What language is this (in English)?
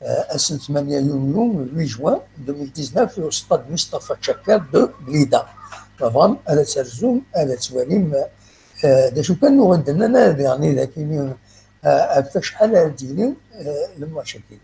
Kabyle